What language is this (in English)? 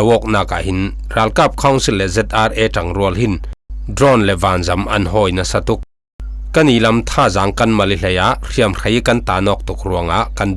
Falam Chin